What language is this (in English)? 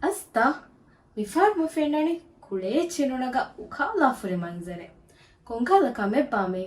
Divehi